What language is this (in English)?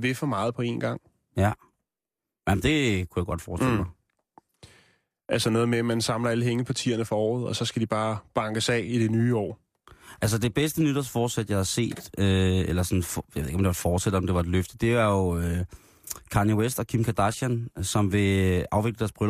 Danish